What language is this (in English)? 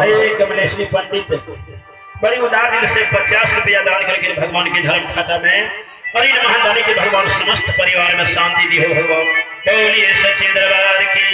Maithili